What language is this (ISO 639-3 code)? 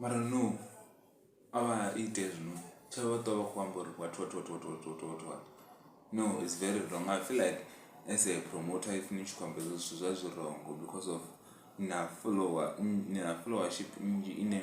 ven